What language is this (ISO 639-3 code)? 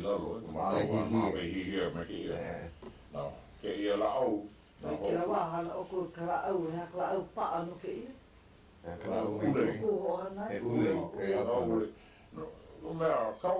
haw